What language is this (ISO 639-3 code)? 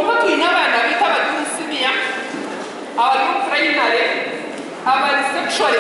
nyn